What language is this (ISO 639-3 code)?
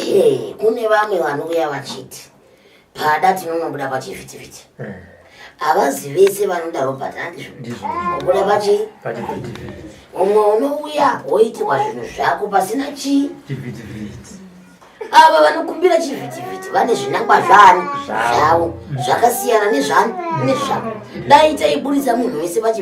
sna